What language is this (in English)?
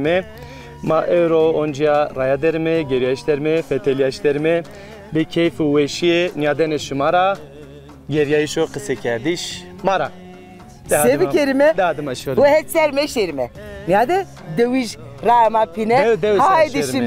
Zaza